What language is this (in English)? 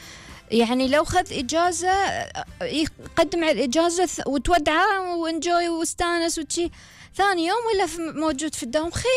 Gulf Arabic